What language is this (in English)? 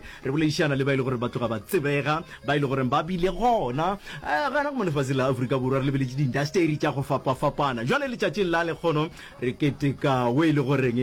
Northern Sotho